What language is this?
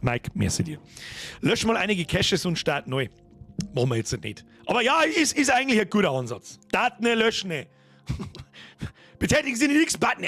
Bavarian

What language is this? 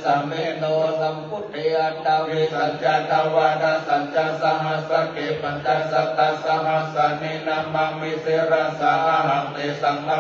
Pali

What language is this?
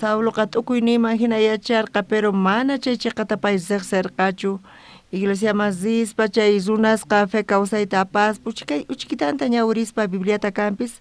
South Bolivian Quechua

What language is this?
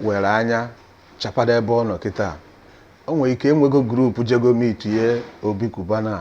Igbo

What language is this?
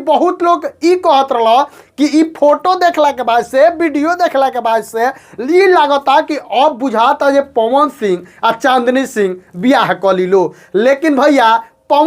Bhojpuri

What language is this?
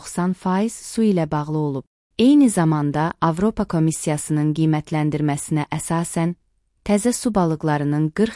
Azerbaijani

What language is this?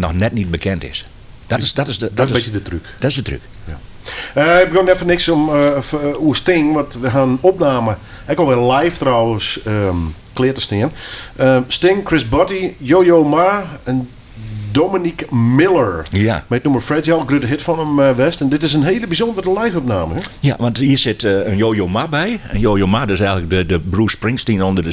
Western Frisian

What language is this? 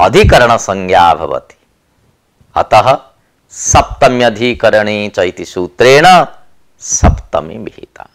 Sanskrit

